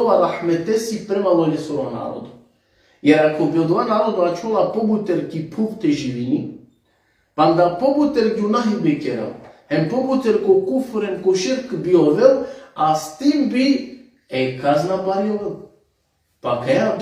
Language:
Balkan Romani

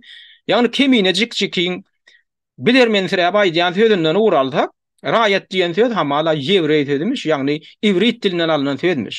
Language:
Turkmen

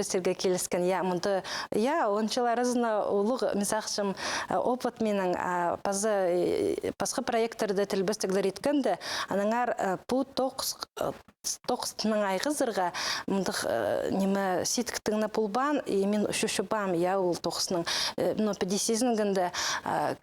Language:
Khakas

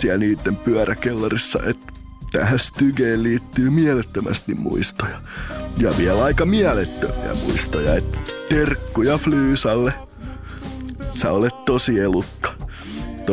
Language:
Finnish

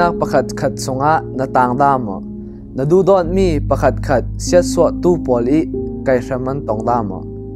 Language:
Falam Chin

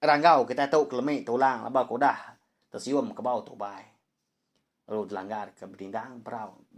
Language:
Iban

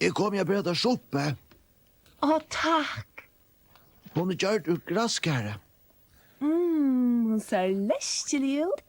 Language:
Faroese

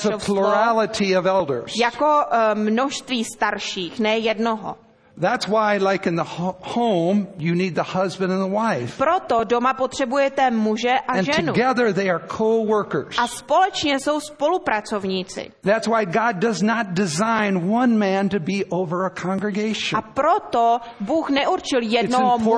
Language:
Czech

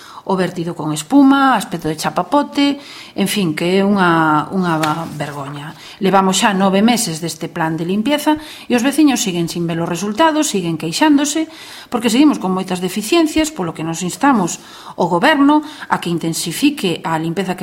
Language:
Galician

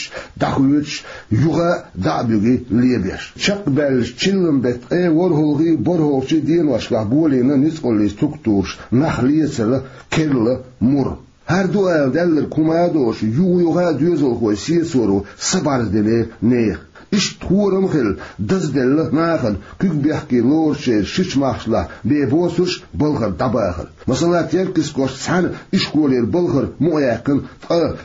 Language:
Chechen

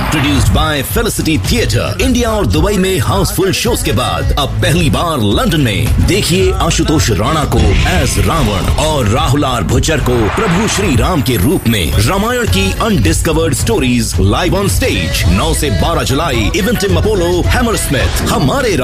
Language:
Hindi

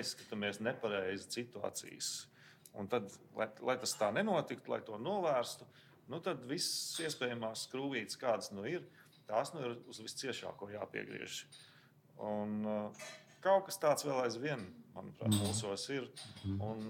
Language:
Latvian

